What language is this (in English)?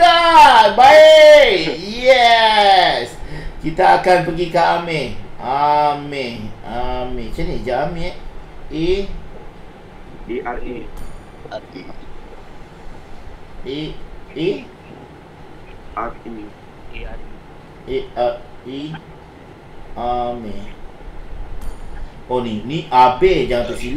Malay